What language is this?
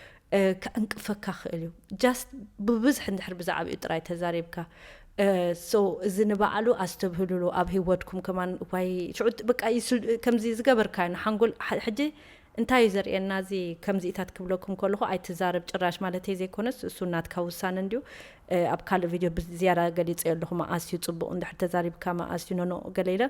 Tigrinya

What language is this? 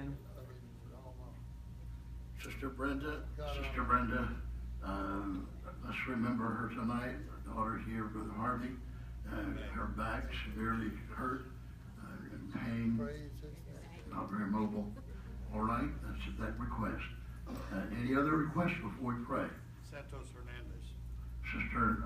English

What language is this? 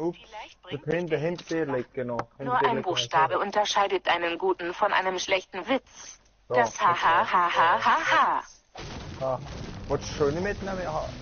Swiss German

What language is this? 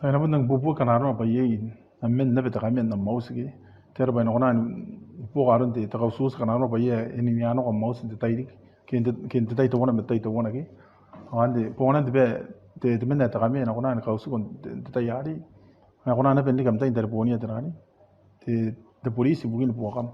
Gilbertese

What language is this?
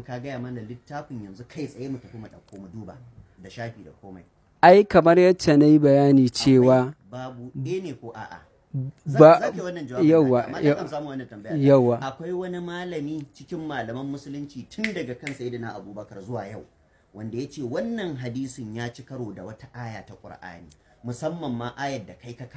Hausa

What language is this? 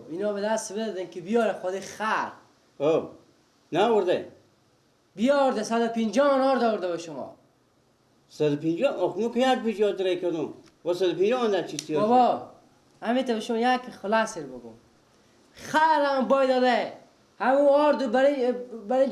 Persian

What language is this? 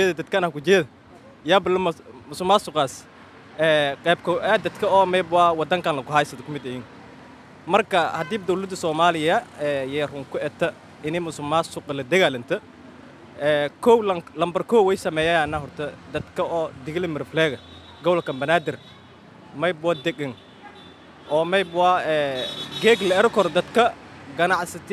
Somali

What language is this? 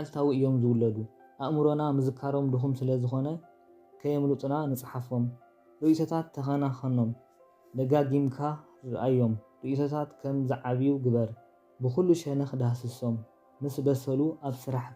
Tigrinya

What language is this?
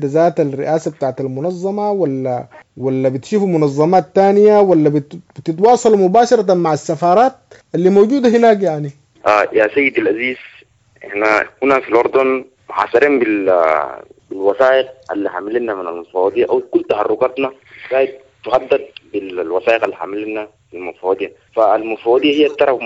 Sudanese Arabic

